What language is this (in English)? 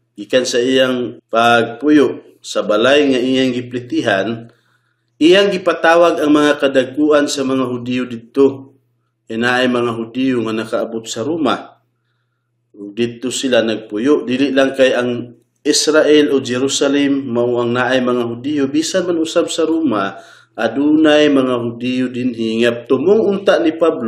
Cebuano